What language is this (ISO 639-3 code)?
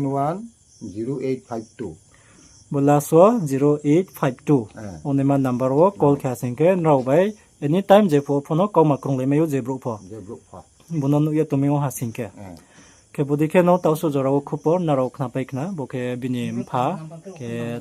ria